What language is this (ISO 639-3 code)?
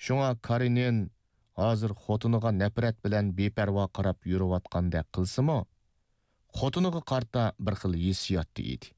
uig